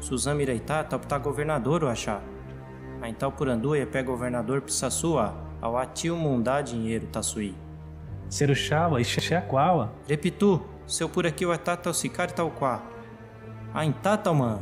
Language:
Nheengatu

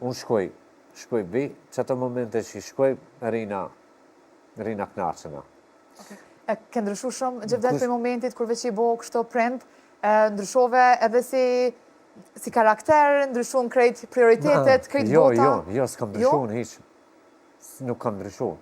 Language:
Albanian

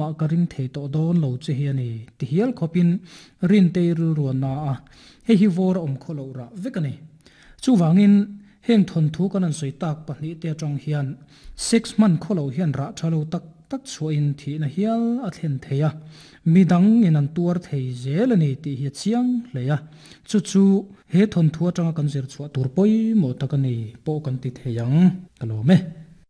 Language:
Mizo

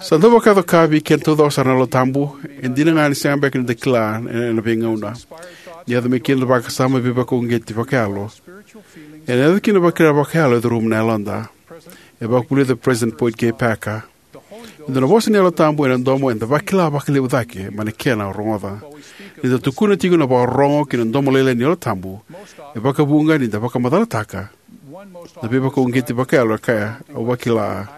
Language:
Fijian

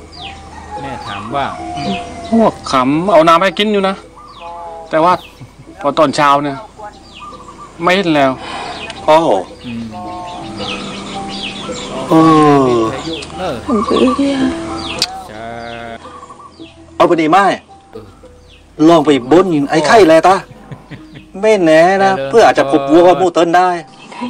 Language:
Thai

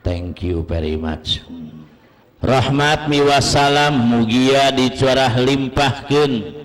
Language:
Sundanese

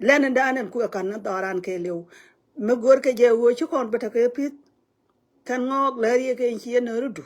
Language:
Nuer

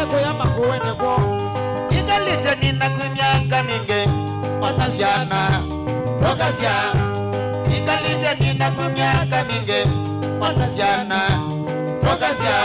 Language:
Kamba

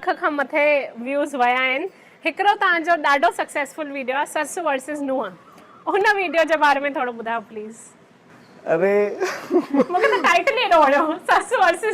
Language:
Sindhi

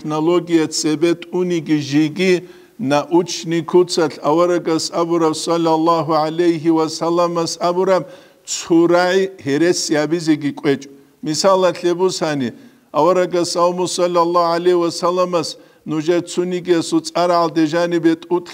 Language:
Avaric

